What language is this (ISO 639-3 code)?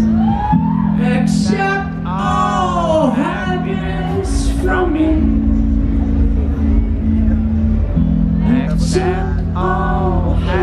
por